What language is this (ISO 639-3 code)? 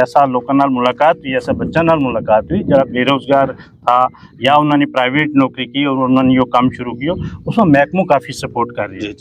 gju